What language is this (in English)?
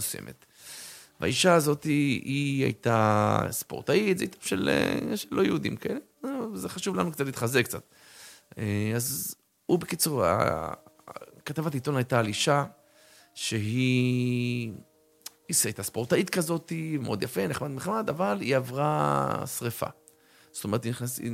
Hebrew